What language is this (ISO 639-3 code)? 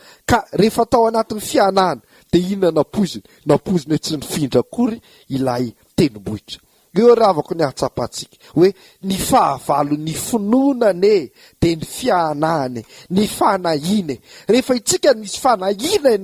mlg